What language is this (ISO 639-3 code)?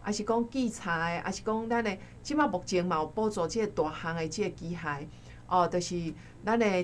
nan